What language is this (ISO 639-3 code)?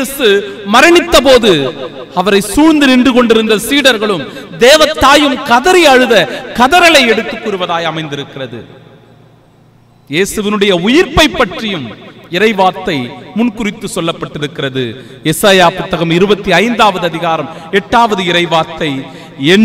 tam